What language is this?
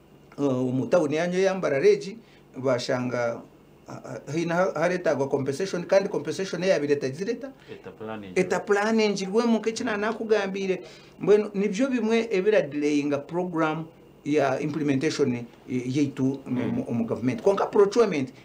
Nyankole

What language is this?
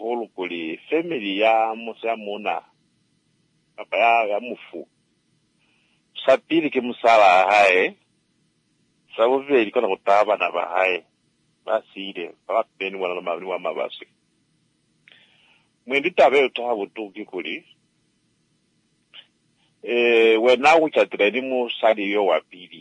Swahili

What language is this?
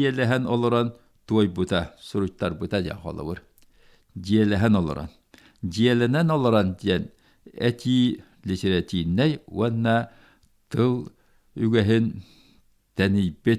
Yakut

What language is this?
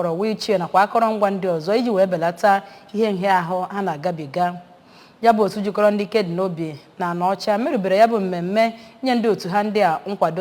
Igbo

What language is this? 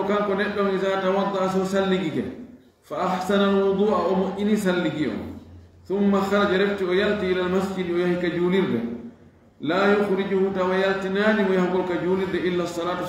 Fula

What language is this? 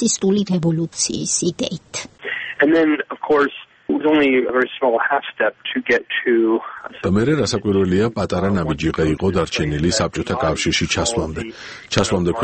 Georgian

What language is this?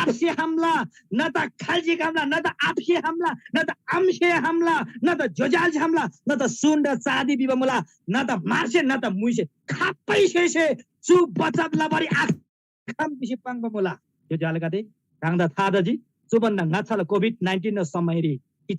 Eastern Tamang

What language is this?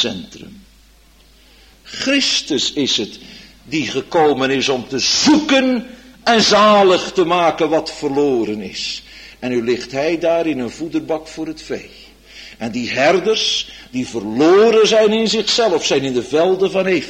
Dutch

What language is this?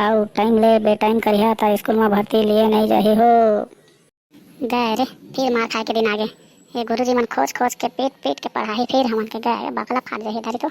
Chhattisgarhi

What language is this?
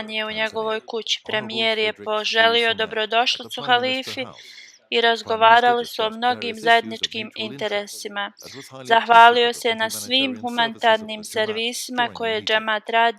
Bosnian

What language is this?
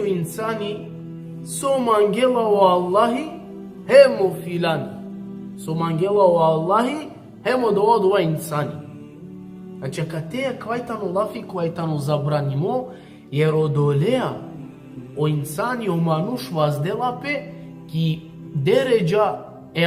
Balkan Romani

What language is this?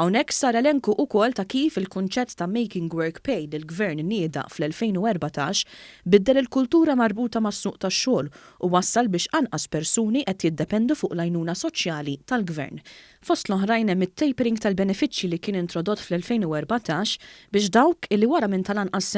Maltese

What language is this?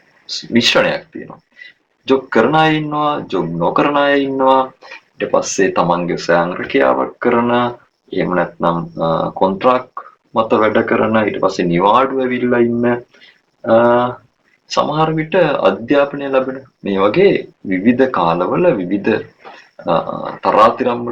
Sinhala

